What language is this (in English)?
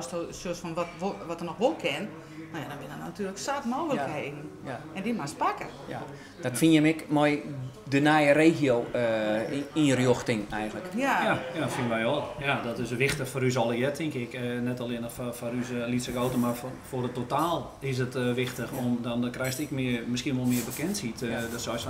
Dutch